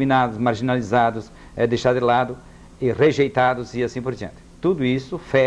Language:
Portuguese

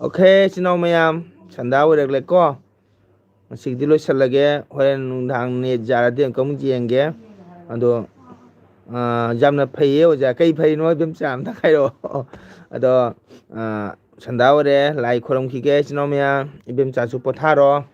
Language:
Manipuri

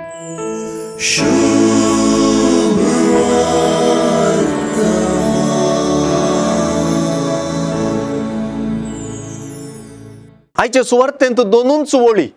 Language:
Konkani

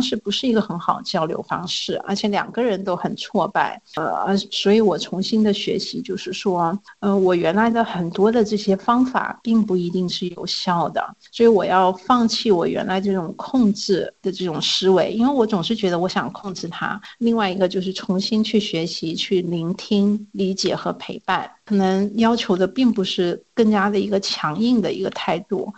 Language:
Chinese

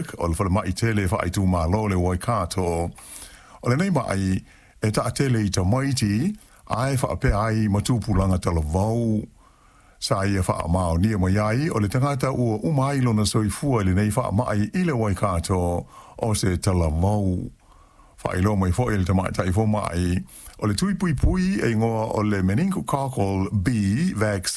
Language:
Samoan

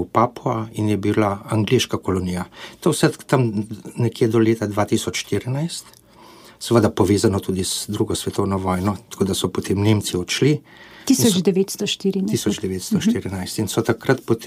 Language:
Slovenian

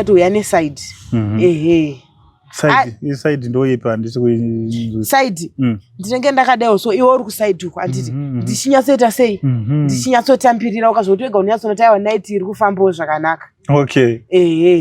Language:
Shona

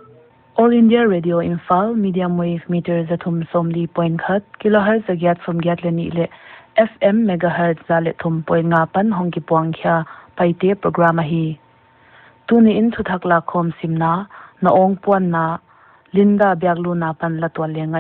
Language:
Paite Chin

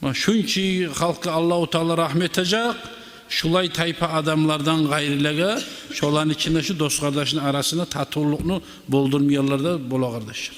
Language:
Kumyk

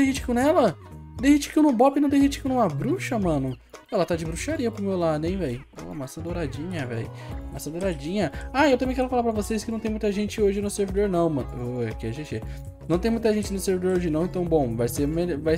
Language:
Portuguese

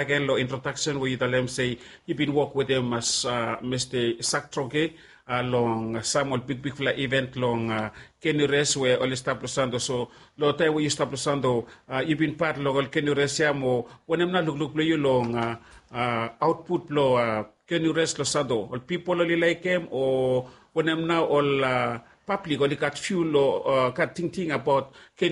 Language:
Bislama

